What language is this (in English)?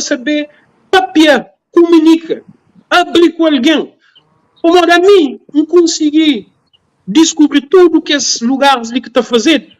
Kabuverdianu